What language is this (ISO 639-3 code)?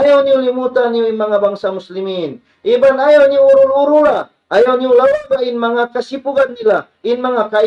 tsg